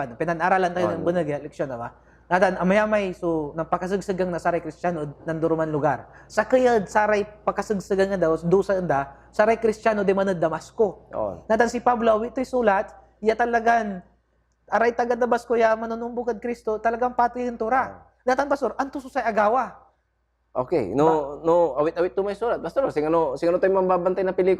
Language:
Pangasinan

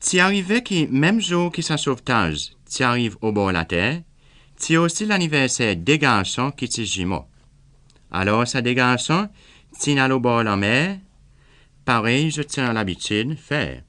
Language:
Seselwa Creole French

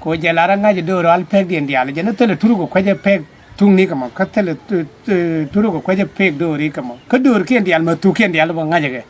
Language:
Nuer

